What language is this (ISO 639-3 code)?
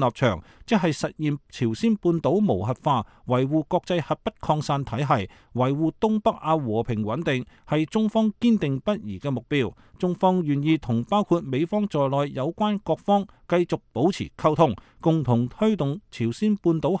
yue